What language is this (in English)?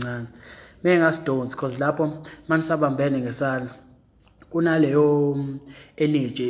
Zulu